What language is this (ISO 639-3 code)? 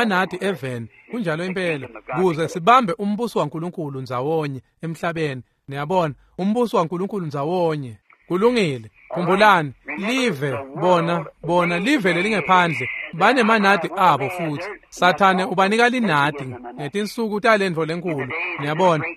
ssw